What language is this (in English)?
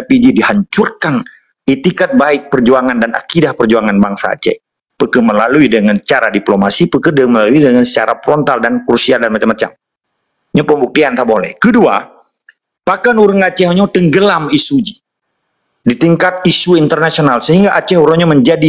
Achinese